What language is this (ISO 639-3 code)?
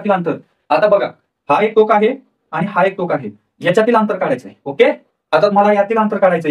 mar